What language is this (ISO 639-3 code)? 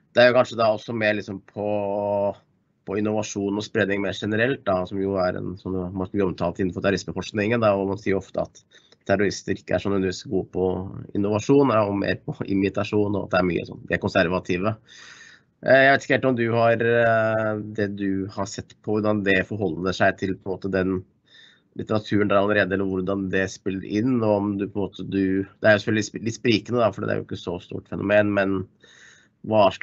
nor